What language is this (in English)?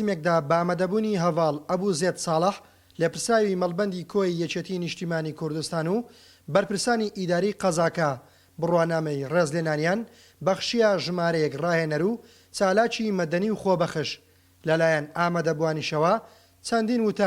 Central Kurdish